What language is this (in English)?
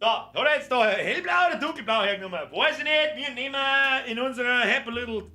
Bavarian